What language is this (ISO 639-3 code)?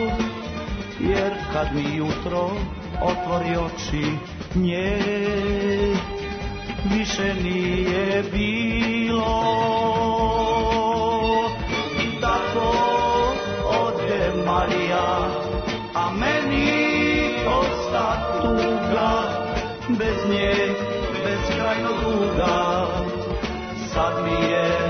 srp